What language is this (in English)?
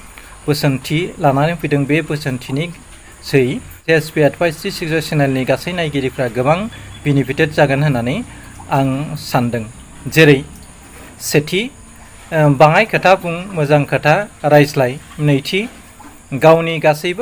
Bodo